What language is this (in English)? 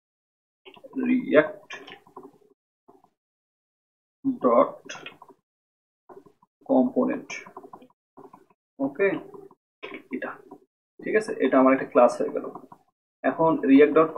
Bangla